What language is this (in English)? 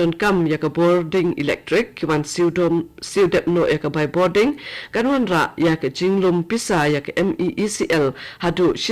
Khasi